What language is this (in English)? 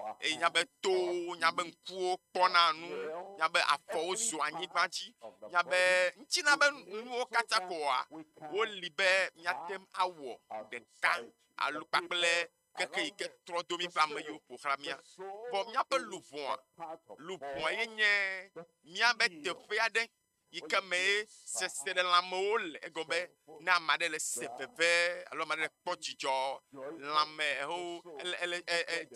Ewe